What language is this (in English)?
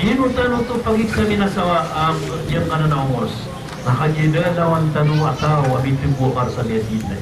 Maranao